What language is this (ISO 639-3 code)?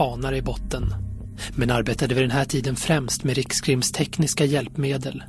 swe